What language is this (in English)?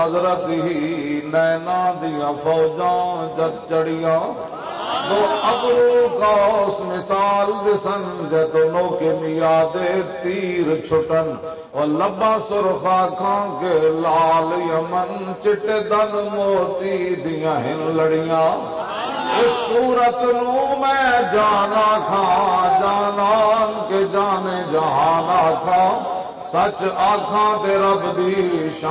Western Panjabi